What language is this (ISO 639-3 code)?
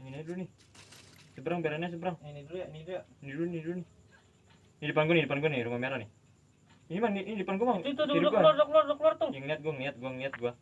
bew